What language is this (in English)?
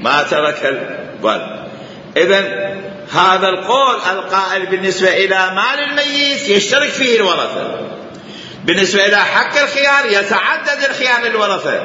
Mesopotamian Arabic